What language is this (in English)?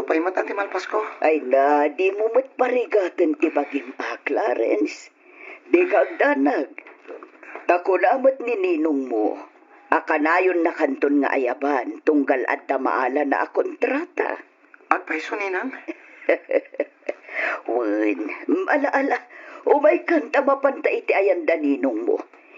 Iloko